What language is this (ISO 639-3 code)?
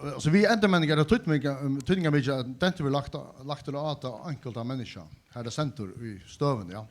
fao